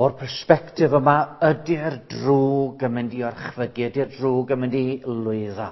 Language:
Welsh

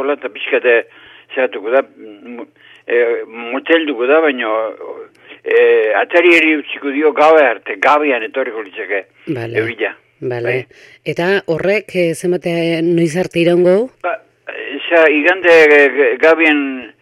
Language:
Basque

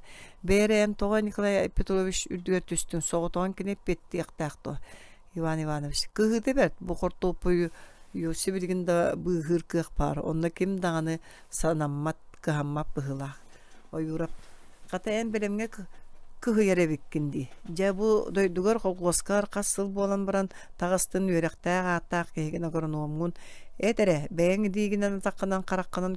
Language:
Yakut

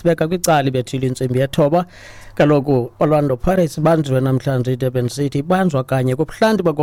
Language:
Xhosa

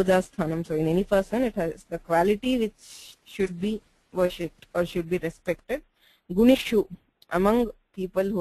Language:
Sanskrit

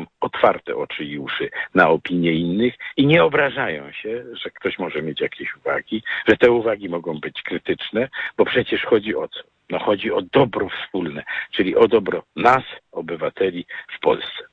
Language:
Polish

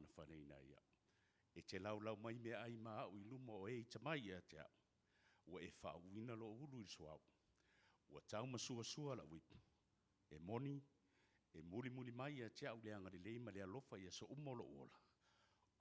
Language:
Samoan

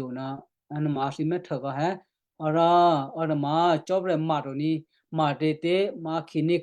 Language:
Western Kayah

